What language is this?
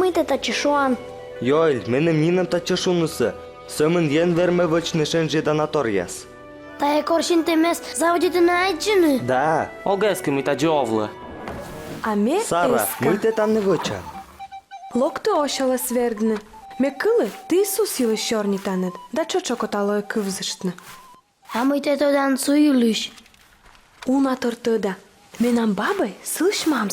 Komi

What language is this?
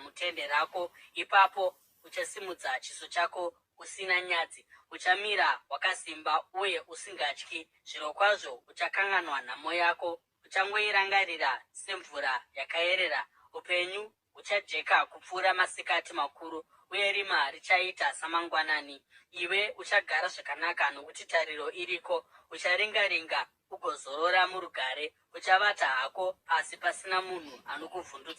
Shona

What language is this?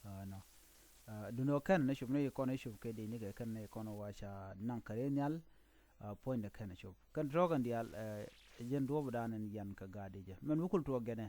Nuer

